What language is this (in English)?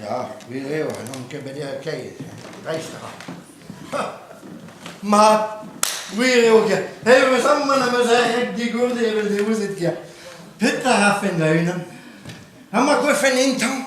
Breton